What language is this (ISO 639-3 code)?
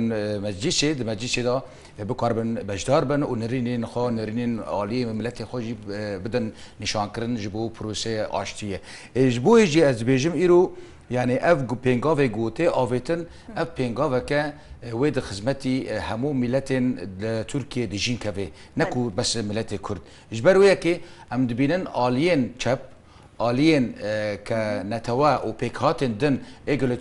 kur